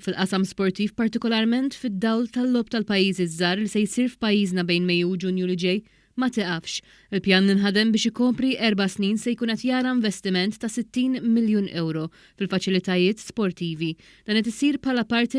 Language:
Maltese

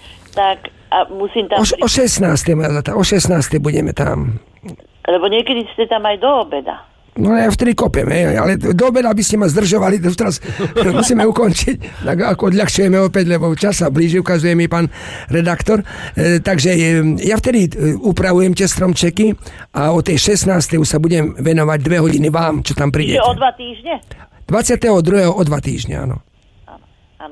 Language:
Slovak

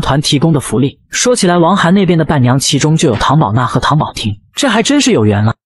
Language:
Chinese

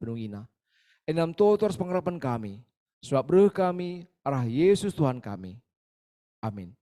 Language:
Batak Karo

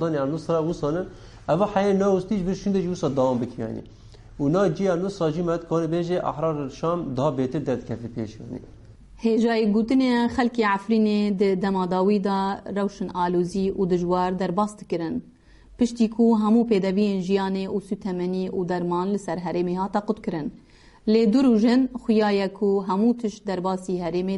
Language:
Kurdish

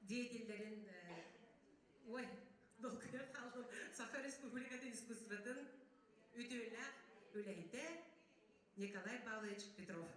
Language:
Yakut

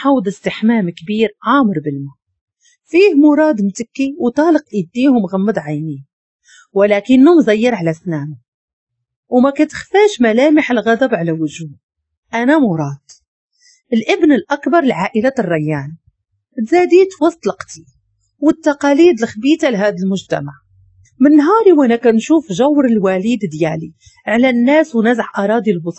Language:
Moroccan Arabic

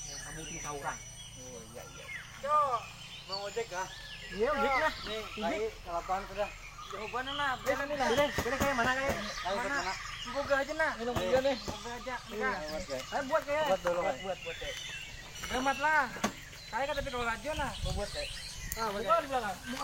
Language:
Banjar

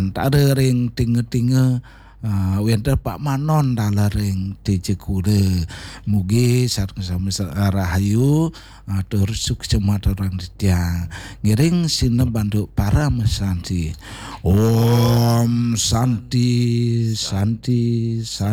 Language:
Balinese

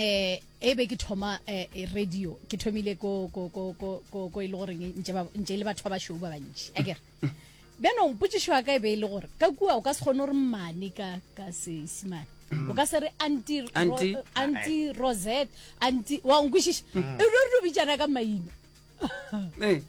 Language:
Northern Sotho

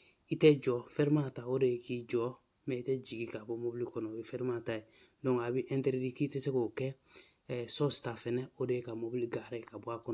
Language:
Bambara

